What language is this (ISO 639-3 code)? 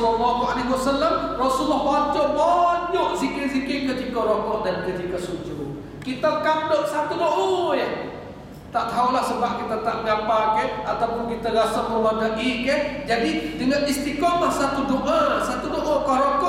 msa